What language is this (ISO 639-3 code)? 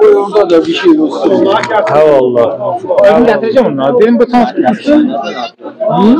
azb